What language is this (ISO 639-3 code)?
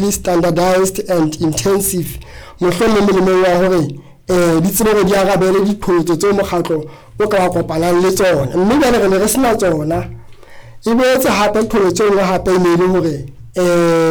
sot